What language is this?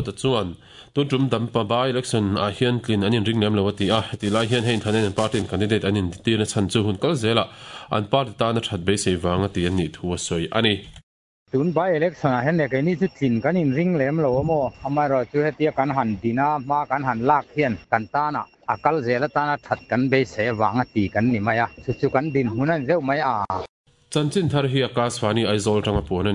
Mizo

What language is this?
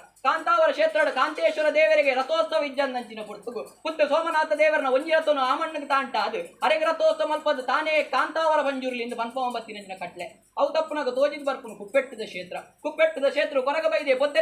Tulu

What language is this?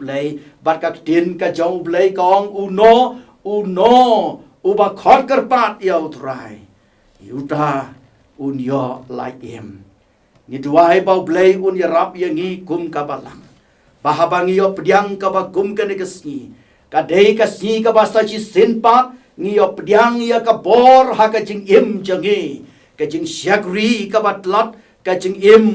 Khasi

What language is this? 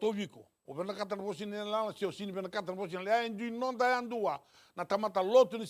Fijian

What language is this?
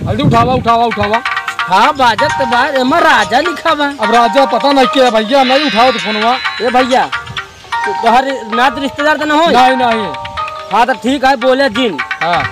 Awadhi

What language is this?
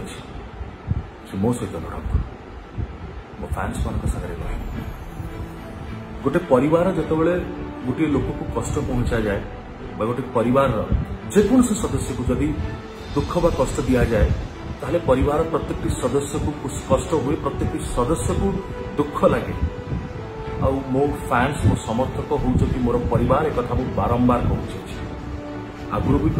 Odia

